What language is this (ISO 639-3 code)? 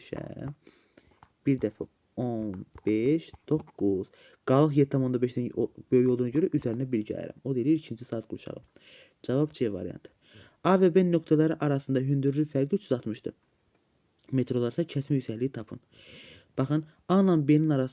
aze